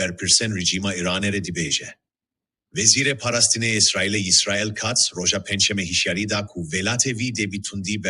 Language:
Kurdish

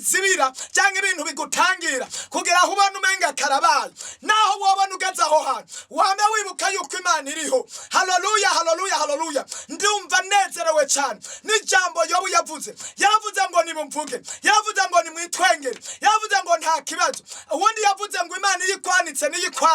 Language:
Rundi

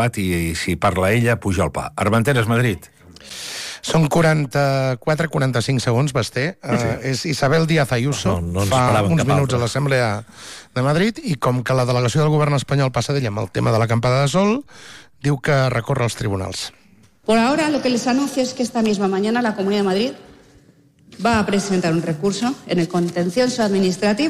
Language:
Catalan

